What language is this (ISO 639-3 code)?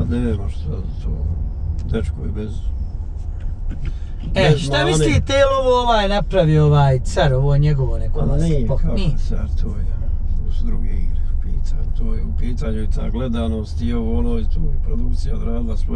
bos